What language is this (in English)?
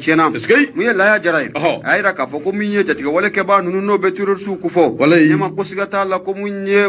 Bambara